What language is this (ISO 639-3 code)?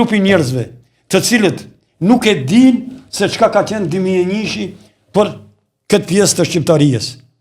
sqi